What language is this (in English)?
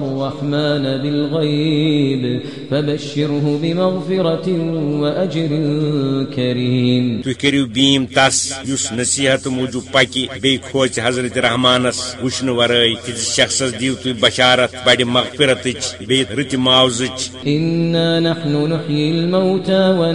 Kashmiri